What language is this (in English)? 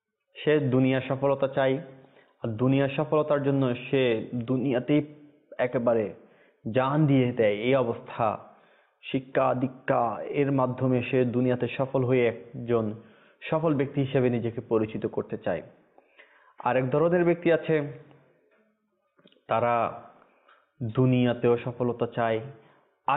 Bangla